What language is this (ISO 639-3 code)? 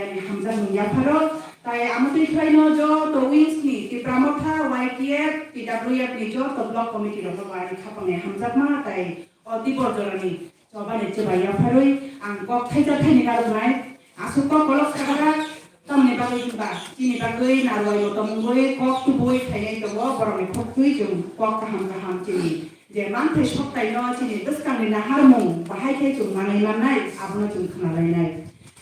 trp